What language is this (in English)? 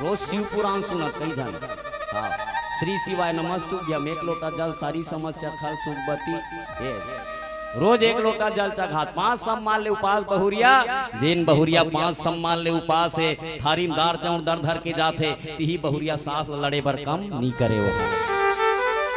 Chhattisgarhi